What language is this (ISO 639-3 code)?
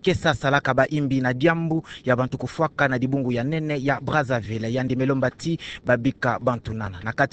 ktu